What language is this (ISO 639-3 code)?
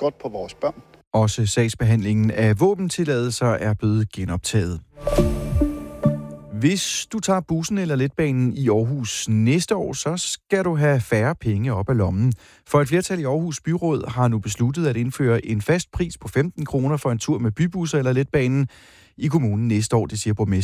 dan